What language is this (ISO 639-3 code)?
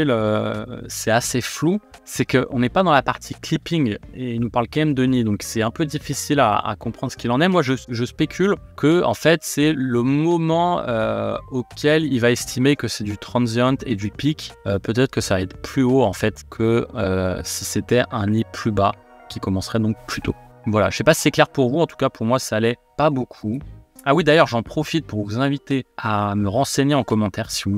fra